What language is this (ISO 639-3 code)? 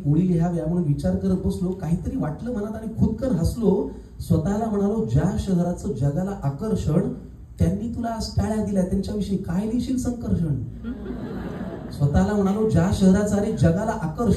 mar